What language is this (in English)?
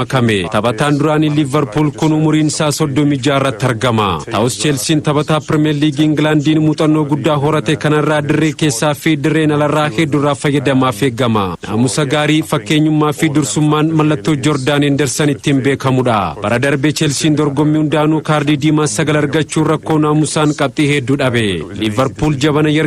Oromo